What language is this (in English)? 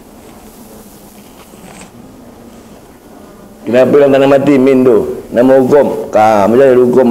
Malay